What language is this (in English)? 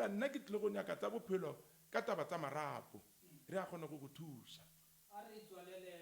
Northern Sotho